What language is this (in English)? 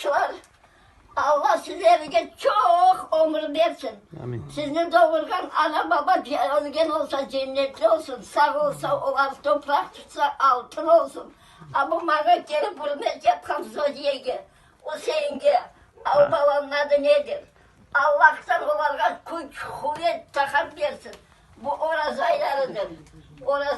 Crimean Tatar